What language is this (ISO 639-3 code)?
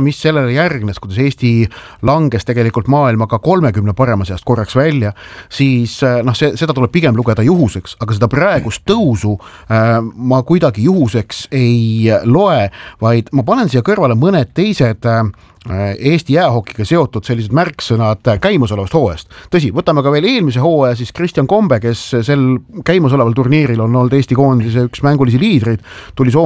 est